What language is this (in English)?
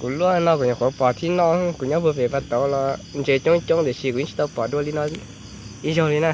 Hmong